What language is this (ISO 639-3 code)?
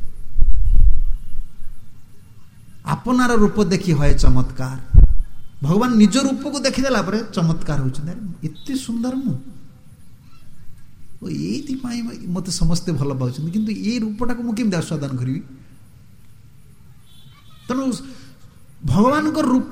ori